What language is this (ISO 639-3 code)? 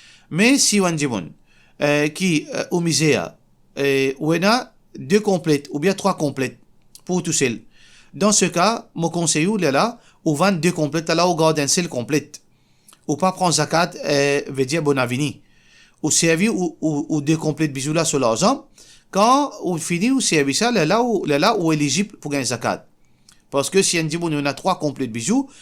mfe